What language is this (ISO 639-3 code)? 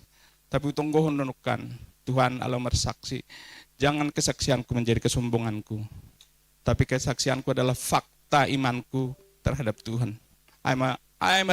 bts